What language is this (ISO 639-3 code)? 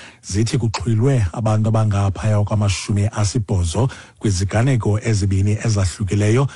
xho